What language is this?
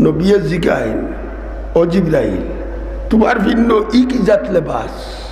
Sylheti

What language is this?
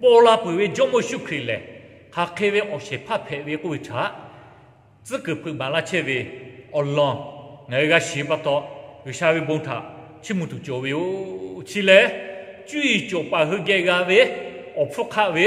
Lahu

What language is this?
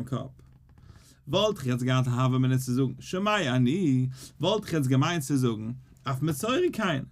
Yiddish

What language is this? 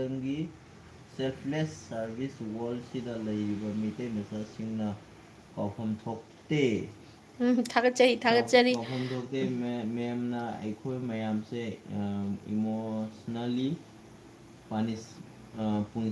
Manipuri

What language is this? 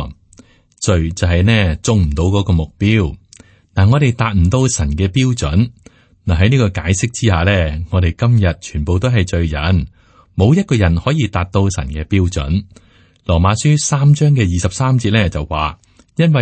Cantonese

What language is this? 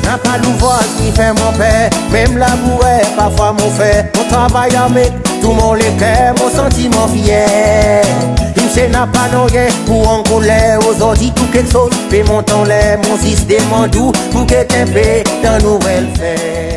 Seselwa Creole French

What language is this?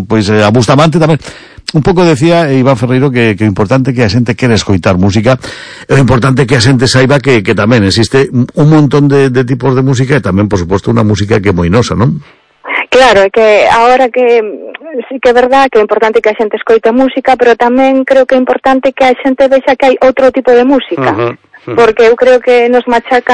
Galician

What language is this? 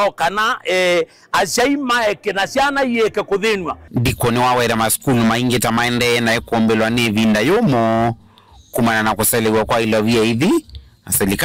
Kamba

